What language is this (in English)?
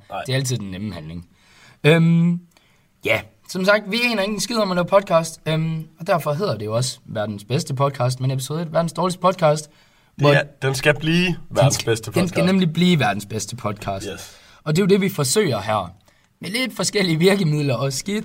Danish